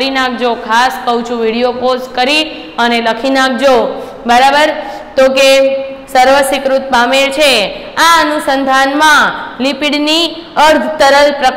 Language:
Gujarati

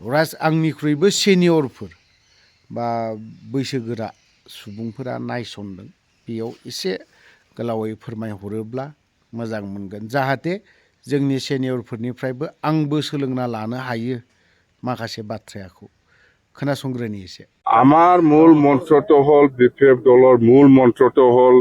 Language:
Bodo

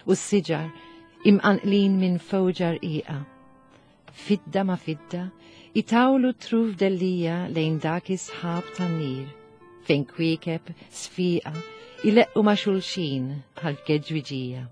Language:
Maltese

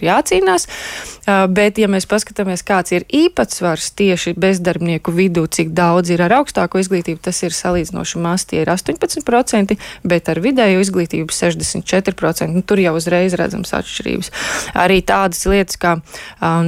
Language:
Latvian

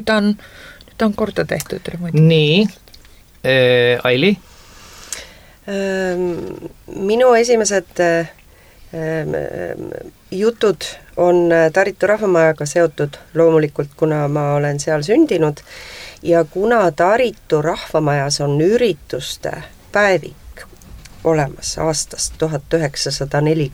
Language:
Estonian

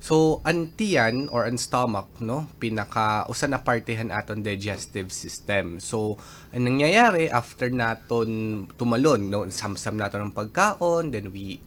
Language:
Waray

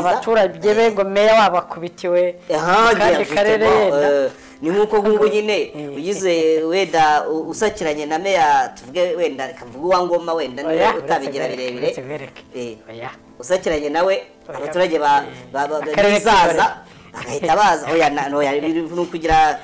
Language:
Kinyarwanda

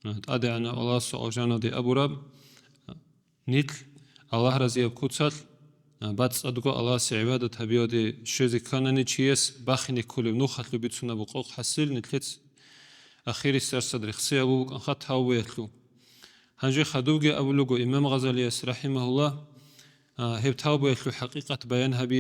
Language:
Avaric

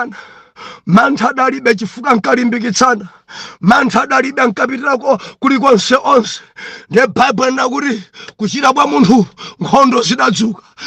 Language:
Nyanja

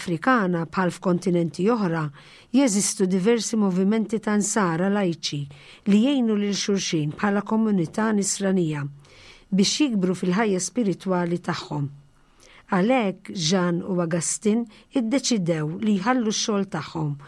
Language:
Maltese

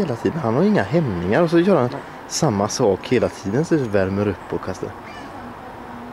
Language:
Swedish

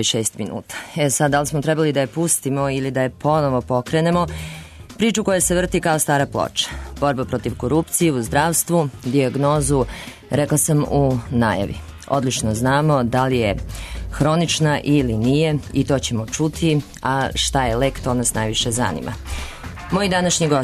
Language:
Serbian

